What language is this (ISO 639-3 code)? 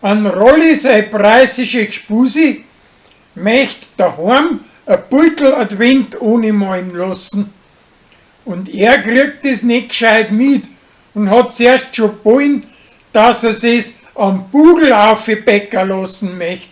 bar